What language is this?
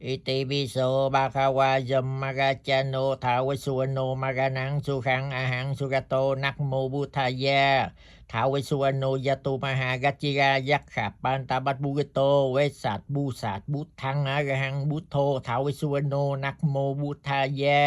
Pali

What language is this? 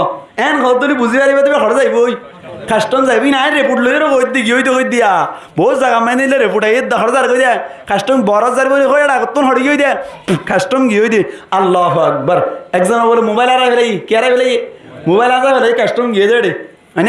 Rohingya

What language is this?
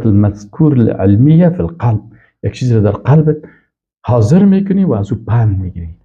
Persian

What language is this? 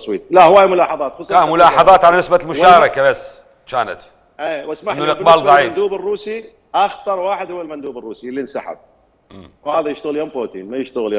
Mesopotamian Arabic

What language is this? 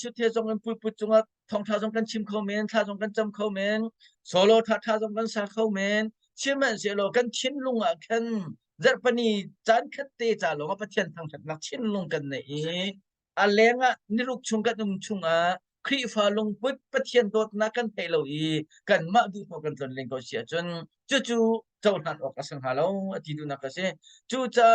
Hakha Chin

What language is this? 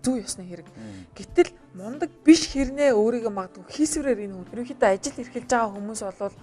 Mongolian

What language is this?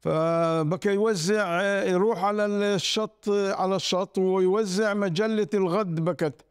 North Levantine Arabic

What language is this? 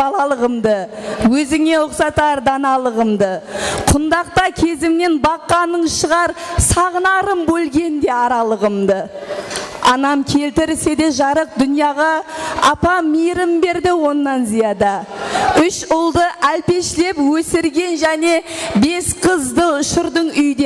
Kara-Kalpak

